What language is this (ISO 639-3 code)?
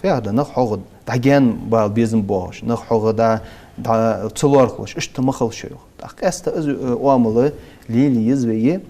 inh